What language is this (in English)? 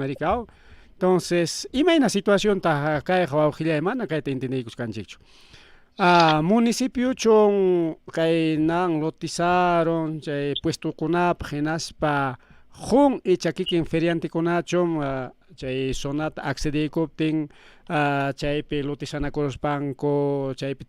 Ayacucho Quechua